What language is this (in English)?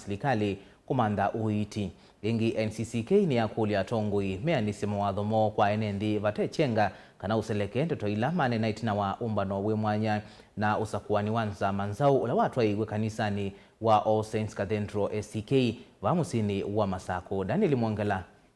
Kamba